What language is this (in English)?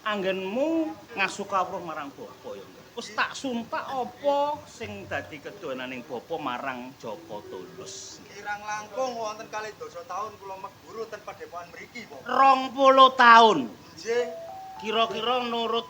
Javanese